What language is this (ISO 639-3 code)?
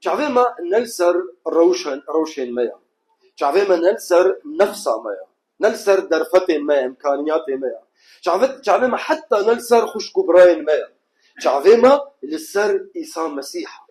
kur